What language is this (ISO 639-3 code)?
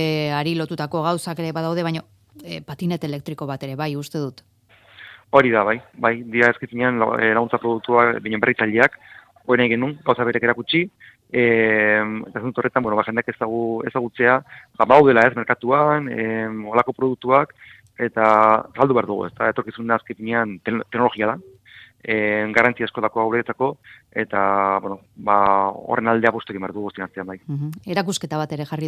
eus